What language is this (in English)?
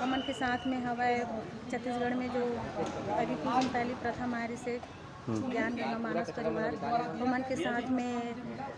Chhattisgarhi